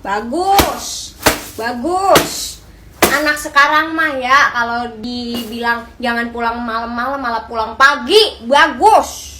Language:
Betawi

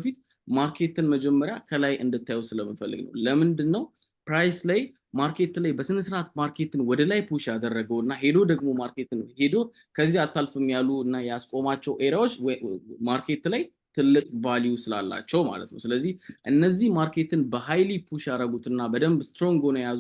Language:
Amharic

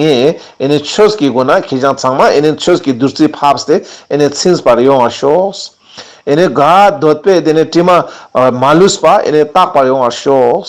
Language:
Ladakhi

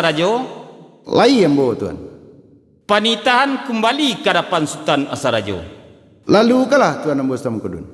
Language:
Minangkabau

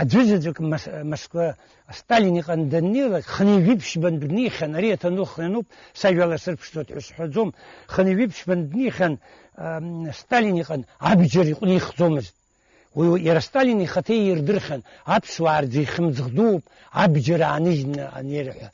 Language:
Abkhazian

